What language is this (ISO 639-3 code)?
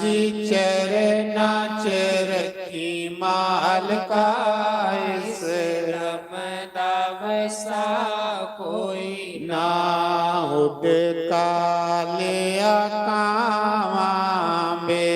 doi